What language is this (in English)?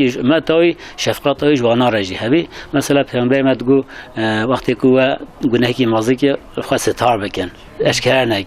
Kurdish